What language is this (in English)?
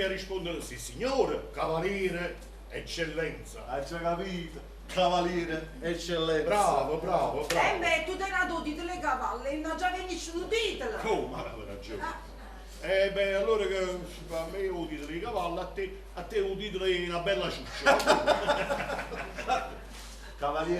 Neapolitan